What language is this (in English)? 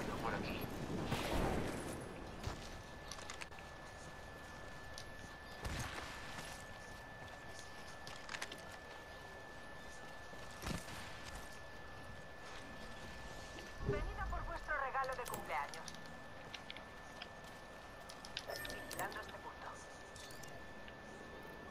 Spanish